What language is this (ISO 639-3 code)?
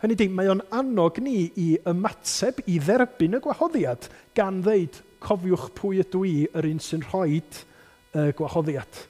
cym